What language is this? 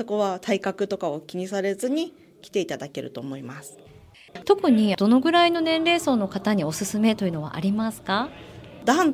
Japanese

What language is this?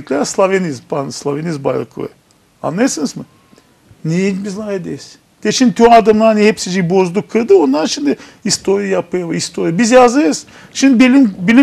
Gagauz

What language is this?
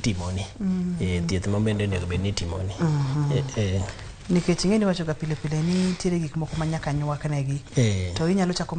Luo (Kenya and Tanzania)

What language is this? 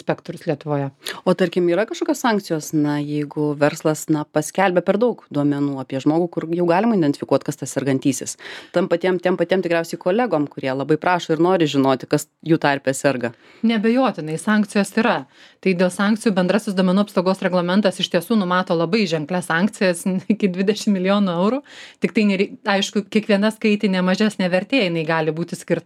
Lithuanian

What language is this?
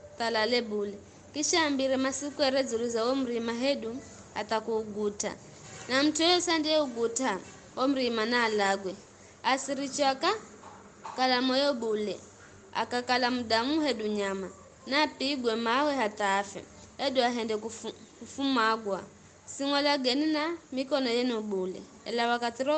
Giryama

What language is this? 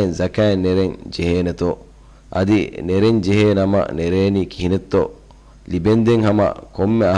Divehi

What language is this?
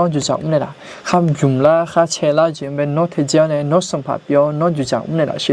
Akha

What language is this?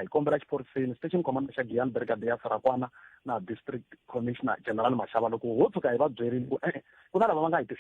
Tsonga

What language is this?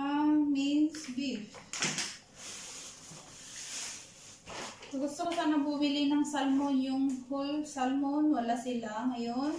Filipino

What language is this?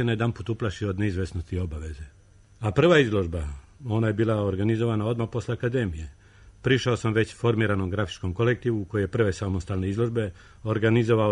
Serbian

